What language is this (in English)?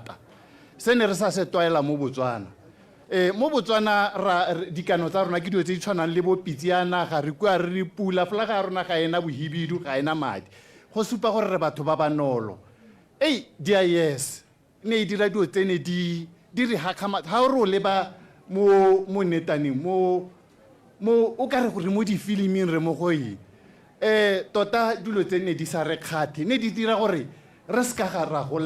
Tswana